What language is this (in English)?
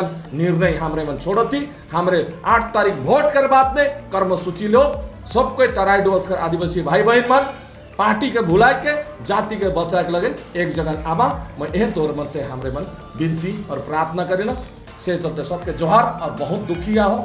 Sadri